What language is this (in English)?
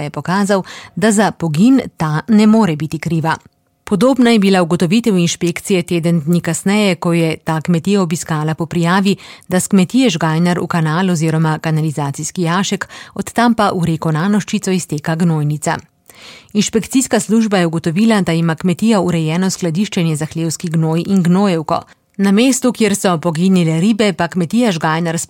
Slovenian